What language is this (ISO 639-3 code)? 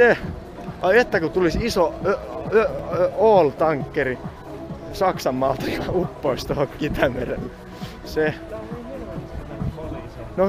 fin